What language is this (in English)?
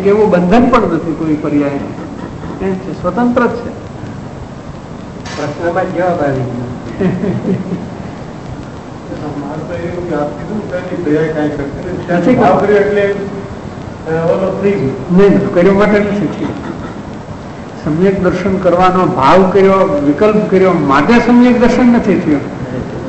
Gujarati